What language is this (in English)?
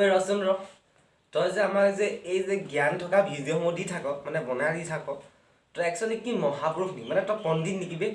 Assamese